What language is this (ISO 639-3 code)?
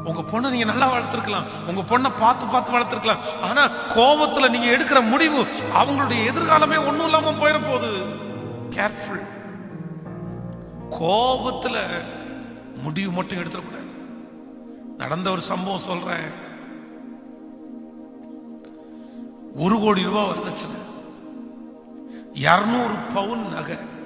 tam